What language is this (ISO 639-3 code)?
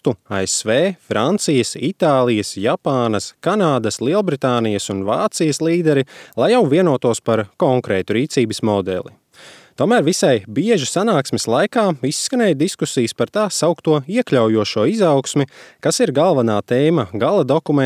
lav